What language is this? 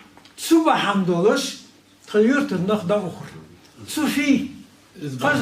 Ingush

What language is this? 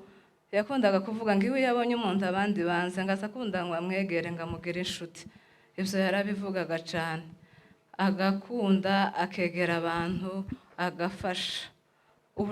Kinyarwanda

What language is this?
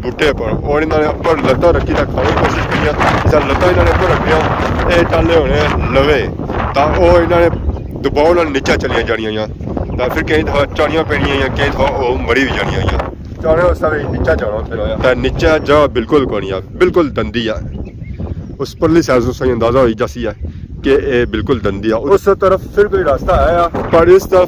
Pahari-Potwari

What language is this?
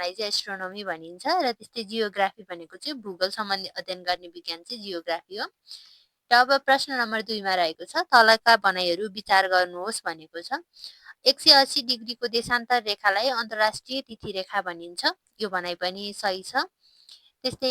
Nepali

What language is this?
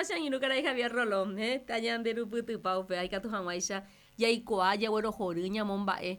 Guarani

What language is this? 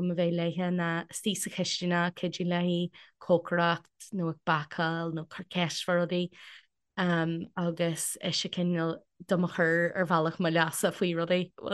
Irish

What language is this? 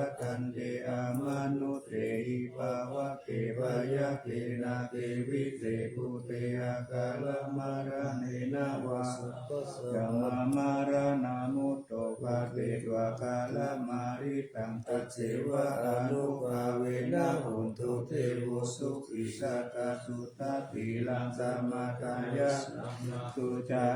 Pali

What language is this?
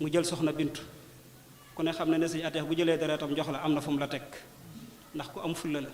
Wolof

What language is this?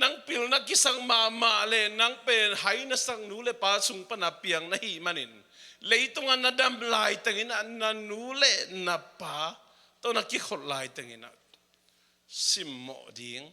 Tedim Chin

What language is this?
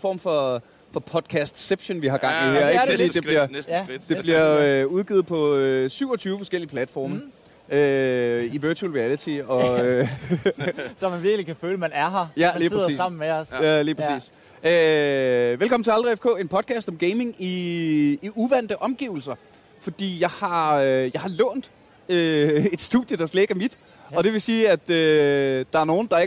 Danish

